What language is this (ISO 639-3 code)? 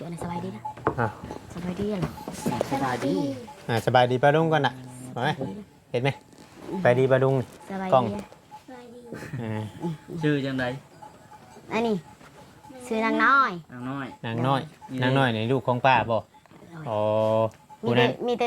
tts